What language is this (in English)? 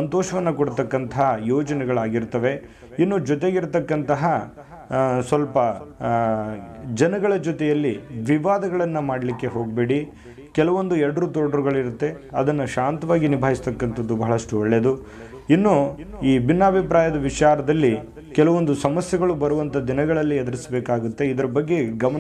Kannada